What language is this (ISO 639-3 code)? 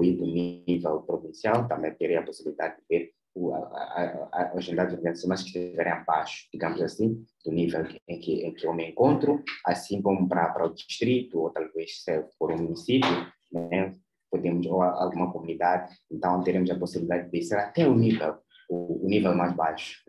por